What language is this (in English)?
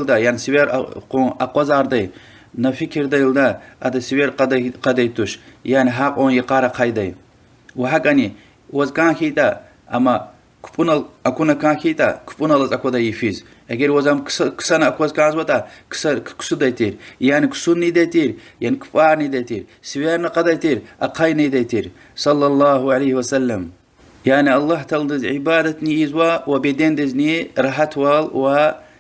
Lezghian